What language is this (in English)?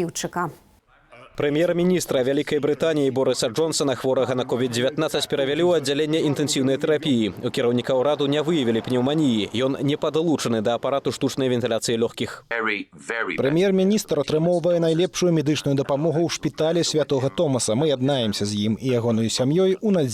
Belarusian